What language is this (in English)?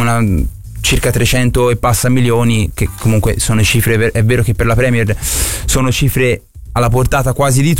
Italian